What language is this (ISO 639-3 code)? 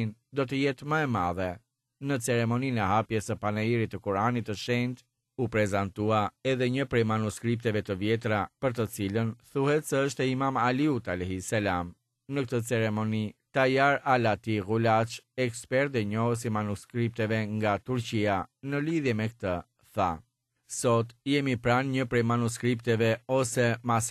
sqi